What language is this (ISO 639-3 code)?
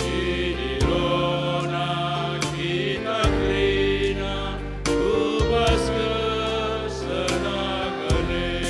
btx